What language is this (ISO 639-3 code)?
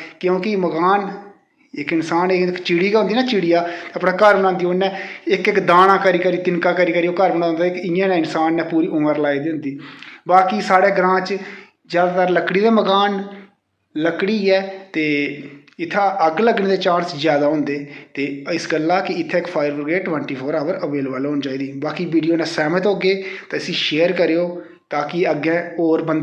doi